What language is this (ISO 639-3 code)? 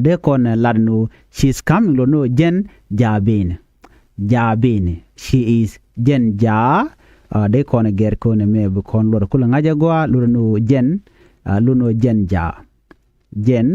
nus